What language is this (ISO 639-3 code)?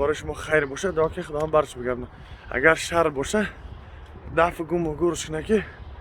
tgk